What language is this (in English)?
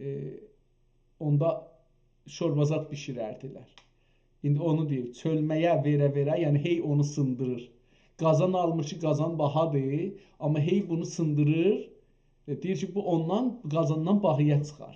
South Azerbaijani